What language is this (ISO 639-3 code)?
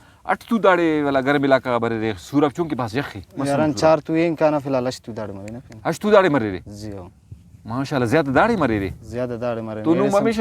brh